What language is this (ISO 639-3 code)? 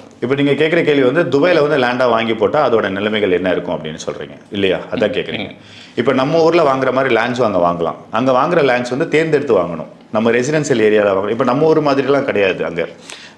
tam